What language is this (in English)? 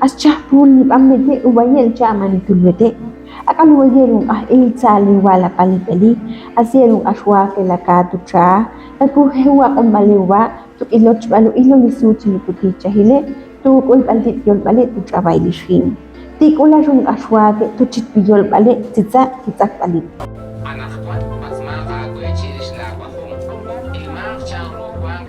Ixil